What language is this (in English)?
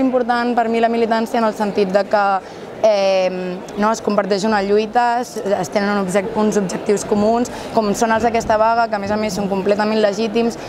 Catalan